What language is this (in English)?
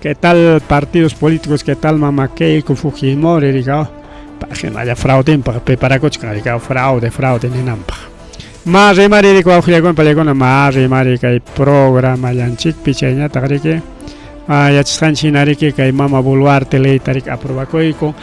Ayacucho Quechua